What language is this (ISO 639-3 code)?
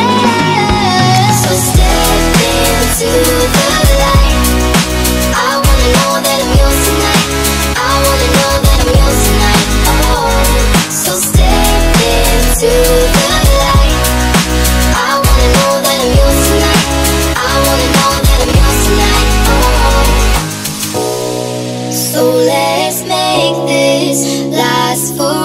eng